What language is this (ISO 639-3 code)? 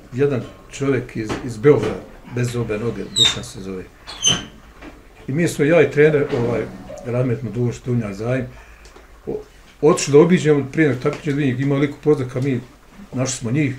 bos